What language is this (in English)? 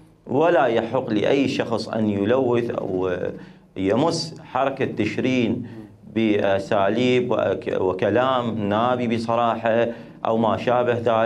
Mesopotamian Arabic